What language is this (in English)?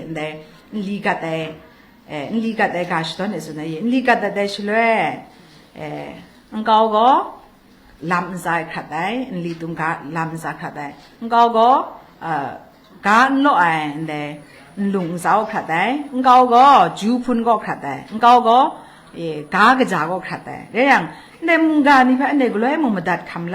Kachin